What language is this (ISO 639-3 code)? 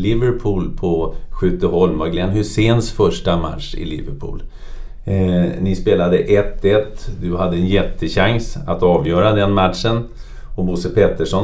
swe